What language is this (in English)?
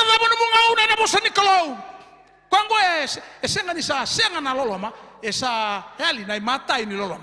Fijian